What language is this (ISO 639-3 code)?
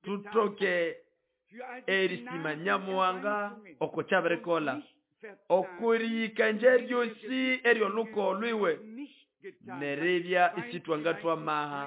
nnb